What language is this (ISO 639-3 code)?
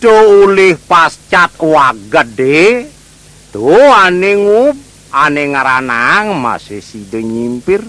ban